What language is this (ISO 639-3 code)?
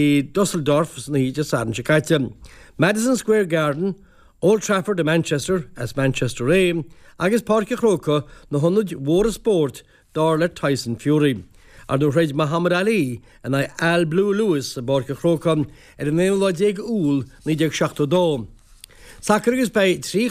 gle